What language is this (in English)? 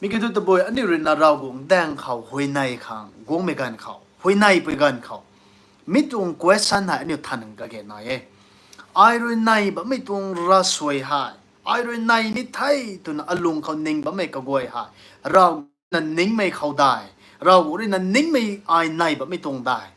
Rongmei Naga